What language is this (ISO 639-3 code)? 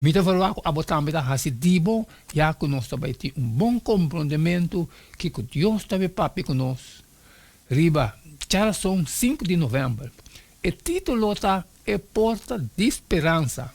pap